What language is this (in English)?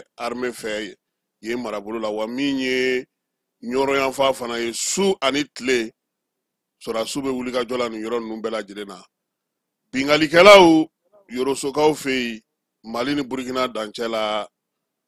Bambara